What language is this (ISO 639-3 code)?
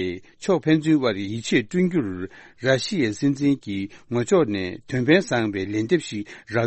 bod